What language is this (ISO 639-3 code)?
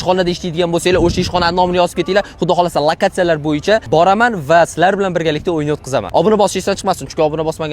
uzb